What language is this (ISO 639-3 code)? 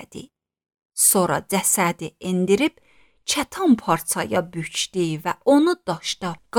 aze